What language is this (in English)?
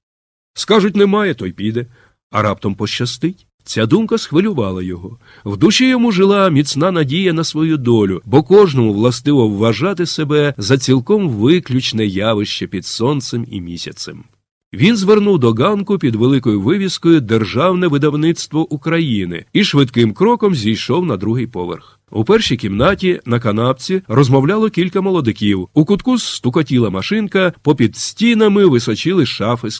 Ukrainian